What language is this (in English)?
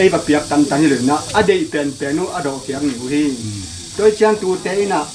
Tedim Chin